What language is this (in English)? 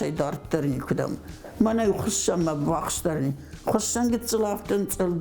Ossetic